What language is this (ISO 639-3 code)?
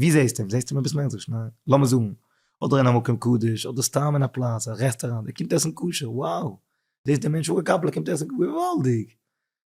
yid